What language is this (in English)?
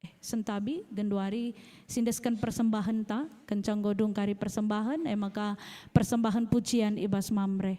Batak Karo